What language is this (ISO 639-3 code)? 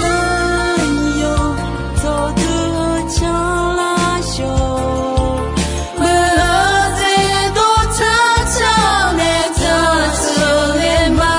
ahk